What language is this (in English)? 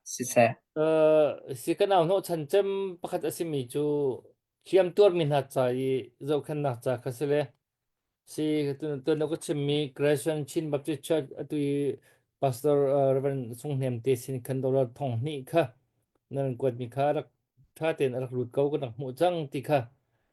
Hakha Chin